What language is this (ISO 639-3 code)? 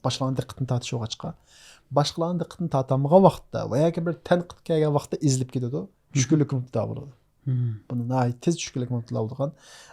uig